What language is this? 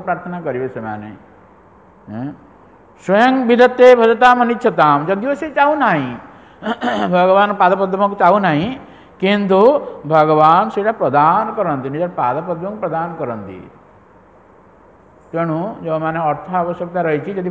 Odia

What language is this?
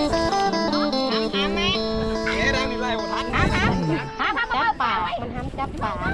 Lao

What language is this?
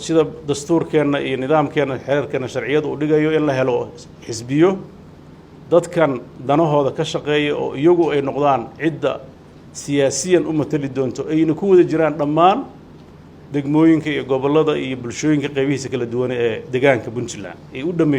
Somali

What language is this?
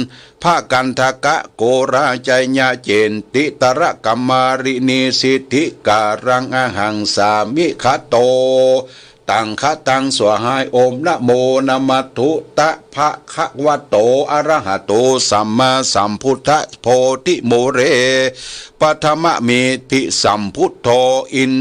Pali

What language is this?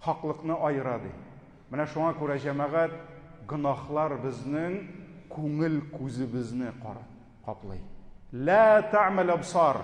Tatar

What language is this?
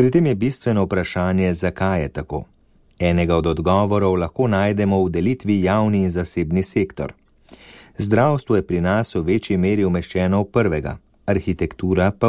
Slovenian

